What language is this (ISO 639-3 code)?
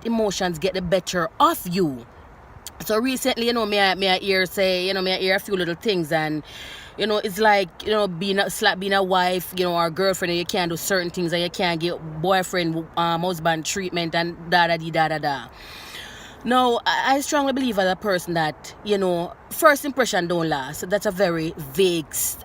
jam